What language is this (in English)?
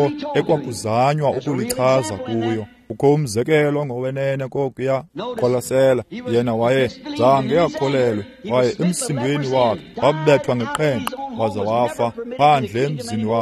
Xhosa